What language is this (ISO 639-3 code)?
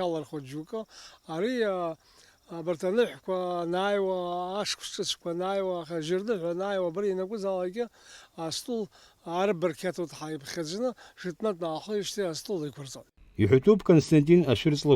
abk